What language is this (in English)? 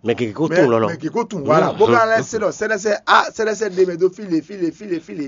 Fon